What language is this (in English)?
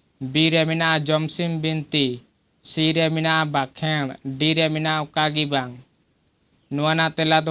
Santali